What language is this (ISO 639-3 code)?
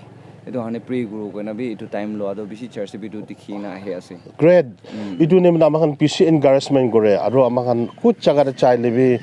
nag